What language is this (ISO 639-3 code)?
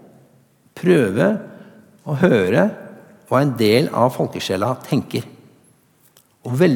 nor